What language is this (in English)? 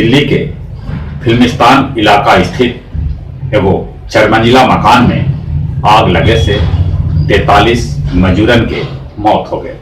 Magahi